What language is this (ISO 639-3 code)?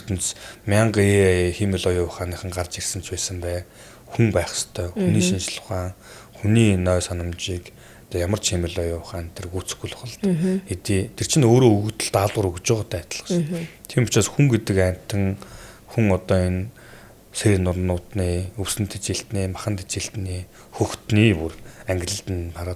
mon